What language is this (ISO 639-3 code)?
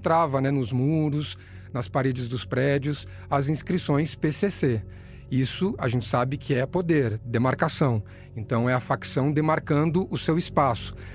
por